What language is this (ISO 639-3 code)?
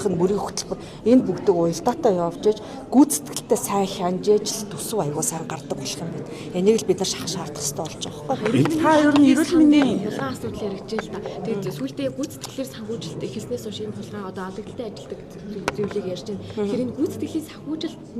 mon